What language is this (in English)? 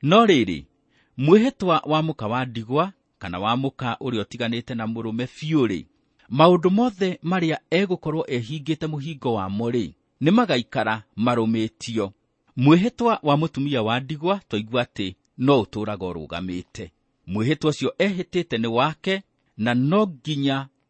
Kikuyu